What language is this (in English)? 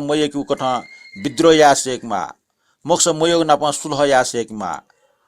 Newari